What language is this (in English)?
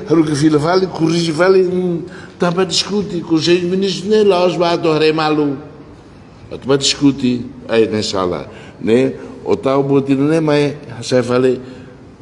Tetum